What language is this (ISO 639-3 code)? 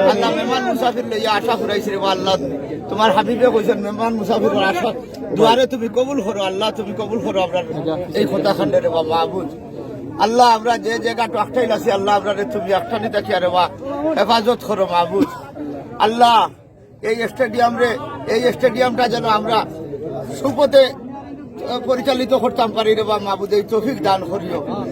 syl